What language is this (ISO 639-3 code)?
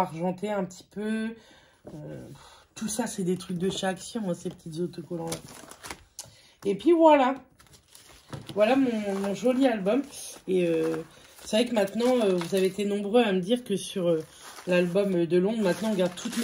fra